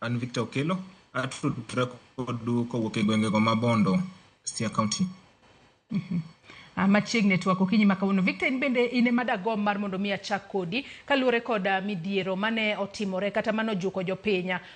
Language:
Luo (Kenya and Tanzania)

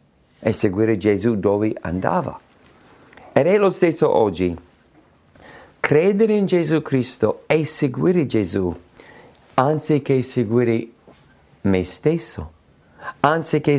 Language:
Italian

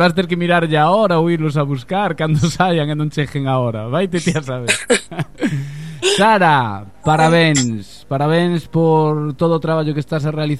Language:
Galician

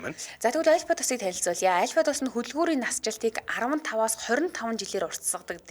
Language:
Mongolian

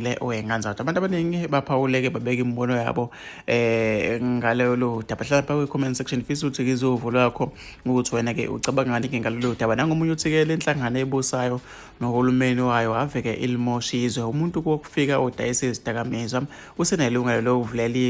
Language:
Zulu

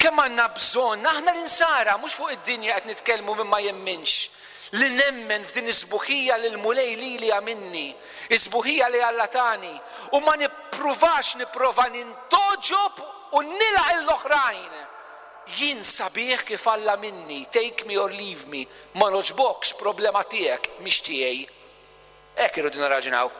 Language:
Maltese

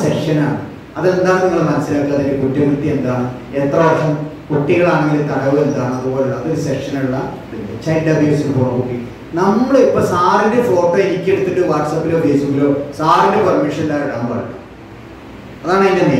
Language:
Malayalam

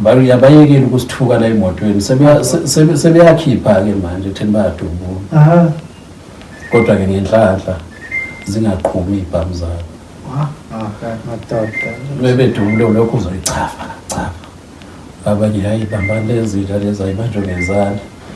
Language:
Zulu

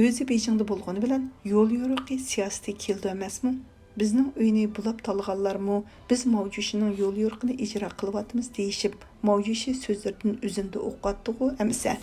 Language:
Uyghur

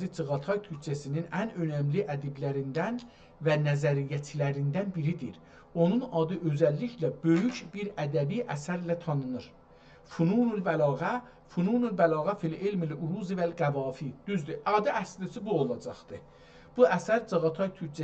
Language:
South Azerbaijani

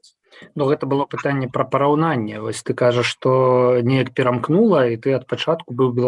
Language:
Belarusian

